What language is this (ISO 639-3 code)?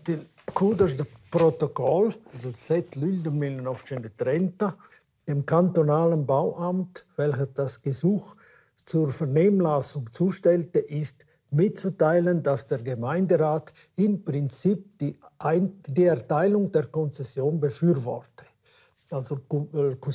roh